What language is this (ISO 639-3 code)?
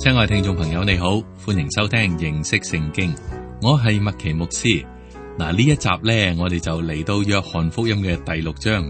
yue